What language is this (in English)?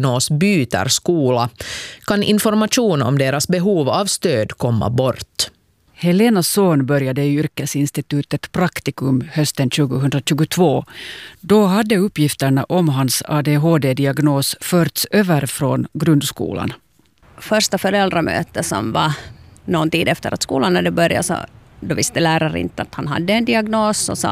Swedish